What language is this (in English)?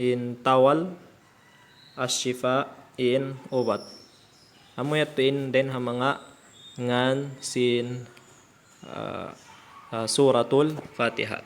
Tausug